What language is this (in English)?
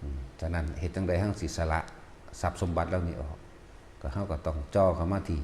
Northeastern Thai